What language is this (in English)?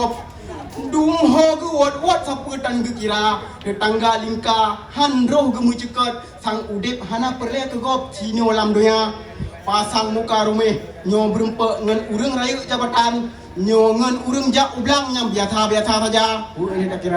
Achinese